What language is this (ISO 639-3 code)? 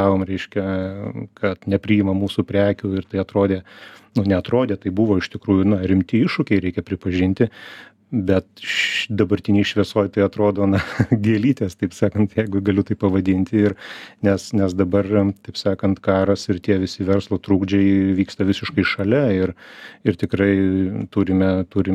lit